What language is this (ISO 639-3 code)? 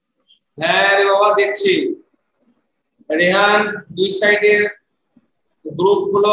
ben